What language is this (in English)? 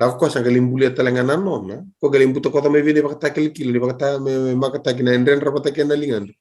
Fijian